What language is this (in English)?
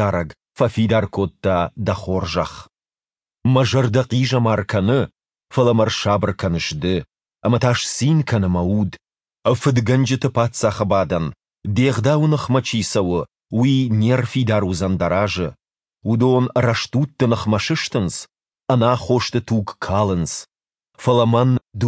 Ossetic